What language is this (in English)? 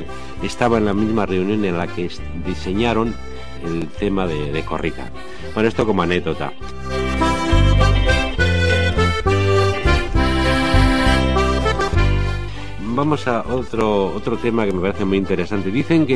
Spanish